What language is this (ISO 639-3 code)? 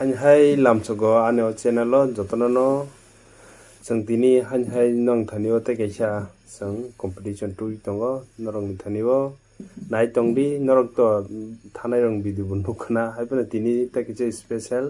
trp